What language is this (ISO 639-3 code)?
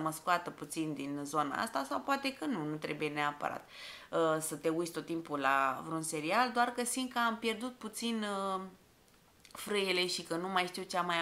ron